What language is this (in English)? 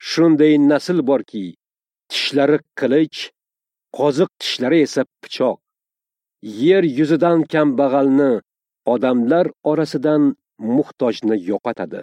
Uzbek